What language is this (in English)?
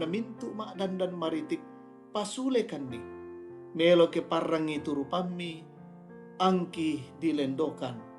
Toraja-Sa'dan